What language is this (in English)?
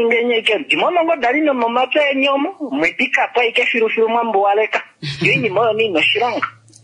Kuanyama